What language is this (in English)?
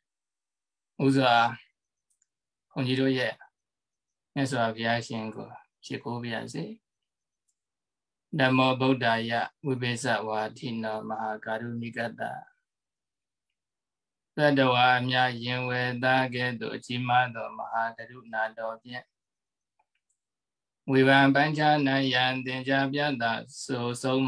Burmese